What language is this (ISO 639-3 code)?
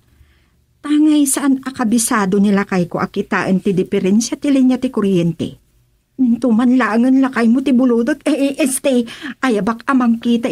ilo